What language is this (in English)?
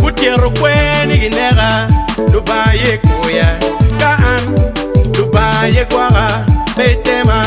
Acoli